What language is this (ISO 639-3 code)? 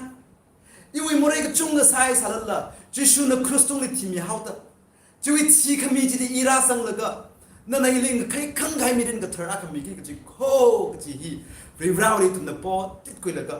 nmf